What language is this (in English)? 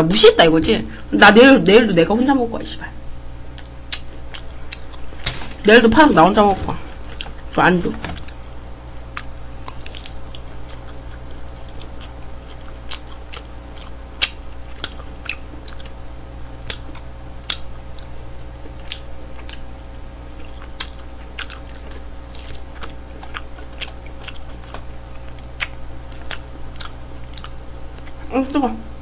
Korean